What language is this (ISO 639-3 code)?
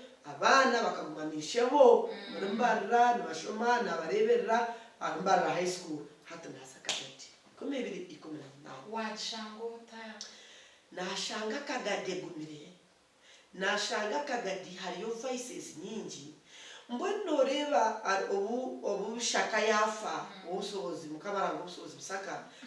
nyn